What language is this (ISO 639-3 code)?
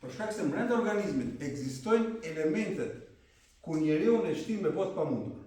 sqi